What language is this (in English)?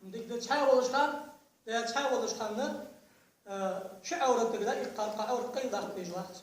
Ingush